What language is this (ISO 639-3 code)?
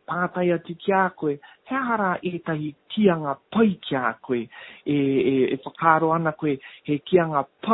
mri